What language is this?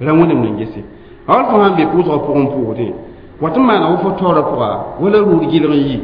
Mossi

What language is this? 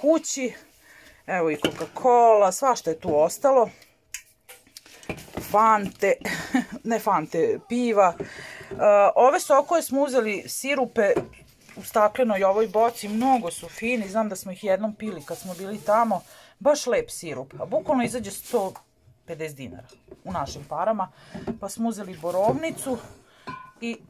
Serbian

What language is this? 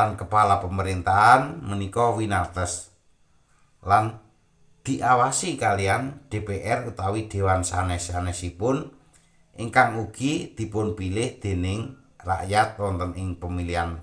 Javanese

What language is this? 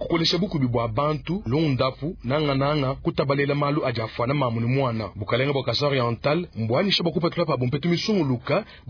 Luba-Lulua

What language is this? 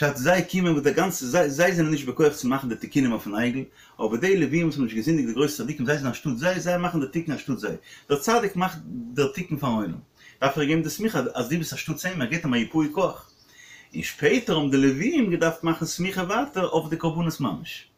Yiddish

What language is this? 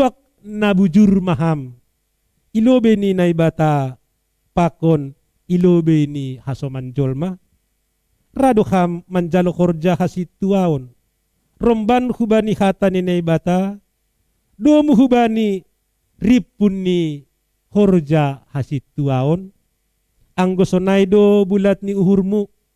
Batak Simalungun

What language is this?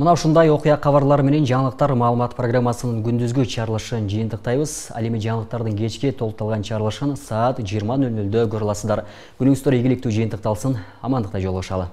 Kyrgyz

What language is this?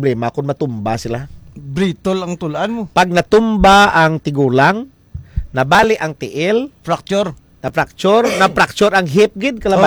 Hiligaynon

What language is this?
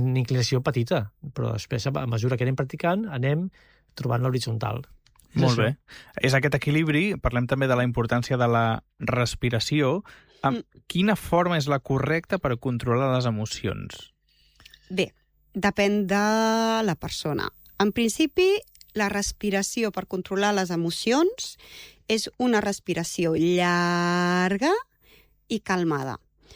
Catalan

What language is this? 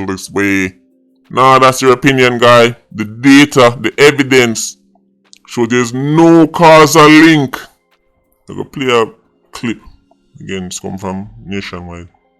Jamaican Creole English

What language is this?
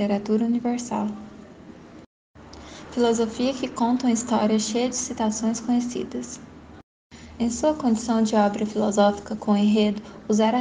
Portuguese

